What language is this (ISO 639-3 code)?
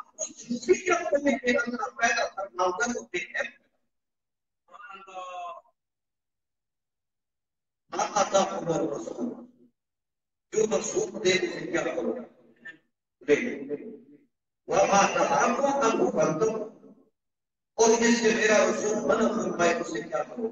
urd